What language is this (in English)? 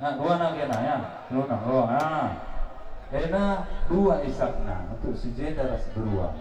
Batak Karo